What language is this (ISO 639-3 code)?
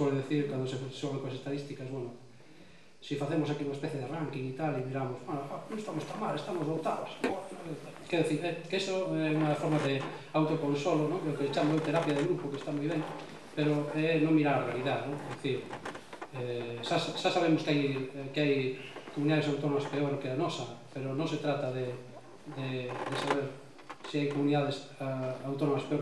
glg